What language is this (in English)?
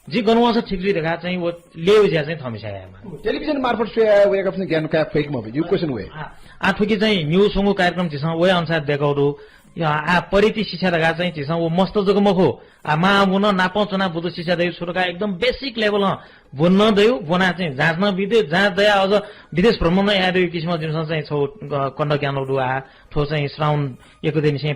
Newari